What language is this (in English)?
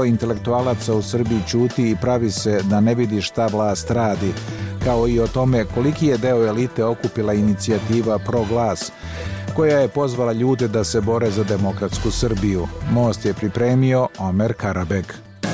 Serbian